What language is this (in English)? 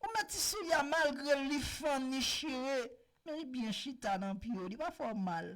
Haitian Creole